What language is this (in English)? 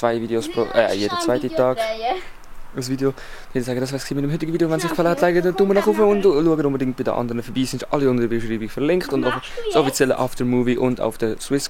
Swiss German